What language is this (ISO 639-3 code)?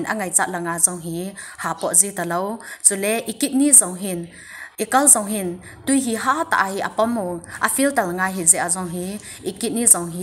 tcz